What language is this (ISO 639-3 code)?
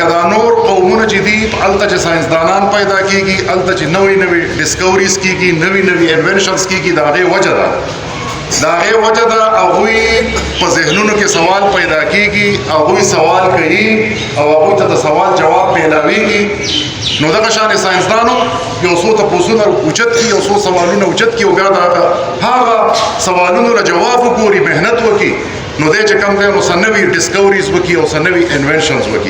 pus